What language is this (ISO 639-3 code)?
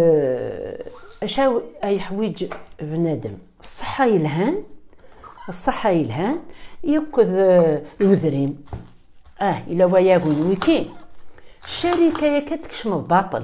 kab